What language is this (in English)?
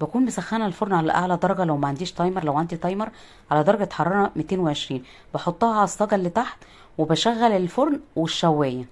Egyptian Arabic